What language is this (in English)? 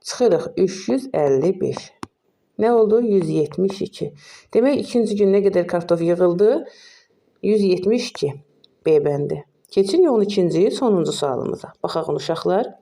Azerbaijani